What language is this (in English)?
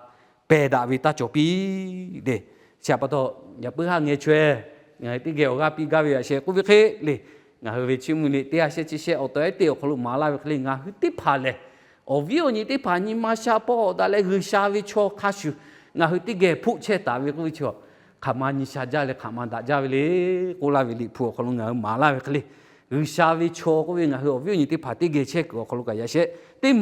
Lahu